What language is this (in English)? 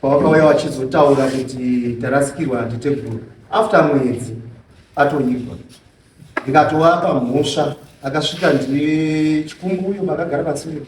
Shona